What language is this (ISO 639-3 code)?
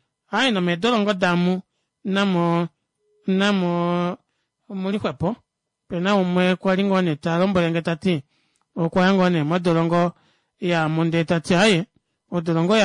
kua